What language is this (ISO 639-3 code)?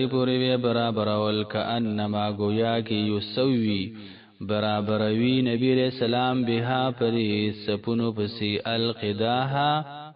pus